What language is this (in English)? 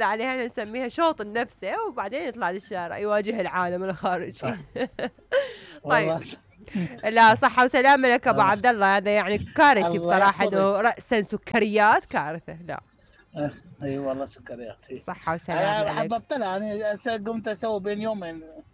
Mesopotamian Arabic